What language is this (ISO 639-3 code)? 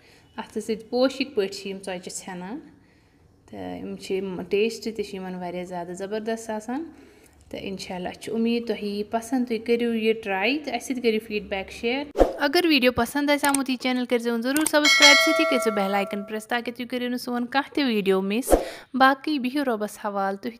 kas